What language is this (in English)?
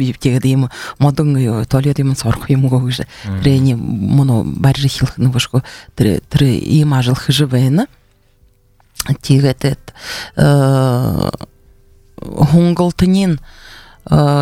Buriat